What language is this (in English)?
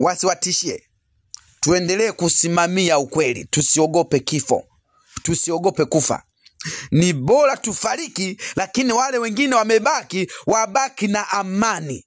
Swahili